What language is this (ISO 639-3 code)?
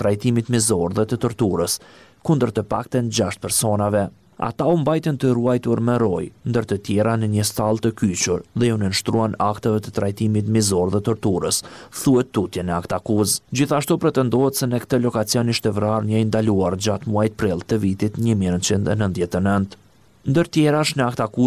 sqi